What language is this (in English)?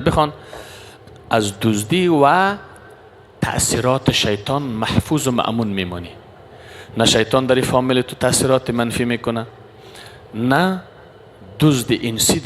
Persian